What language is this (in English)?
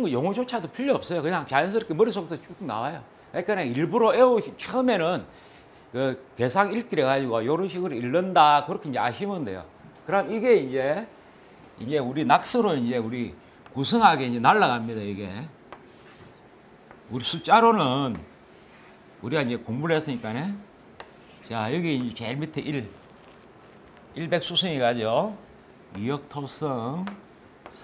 Korean